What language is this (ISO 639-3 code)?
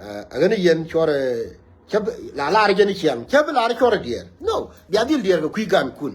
nus